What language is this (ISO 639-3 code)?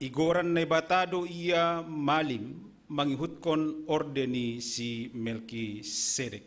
bts